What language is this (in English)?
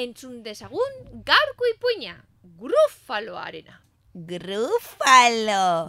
Basque